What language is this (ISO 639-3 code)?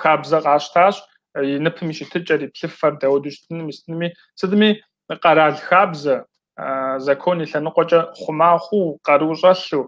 kbd